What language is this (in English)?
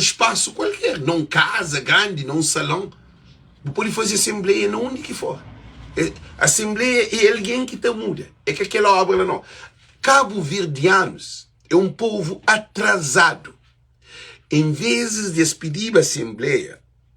Kabuverdianu